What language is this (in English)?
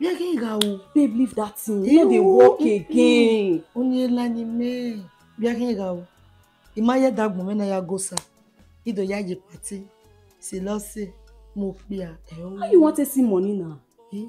Bini